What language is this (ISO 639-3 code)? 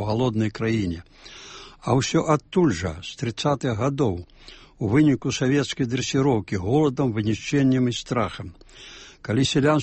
bel